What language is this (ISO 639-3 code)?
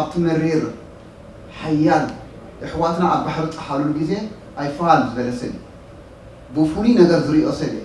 tir